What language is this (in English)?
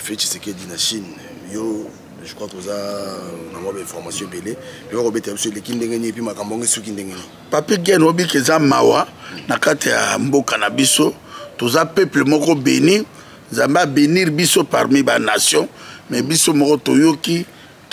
Lingala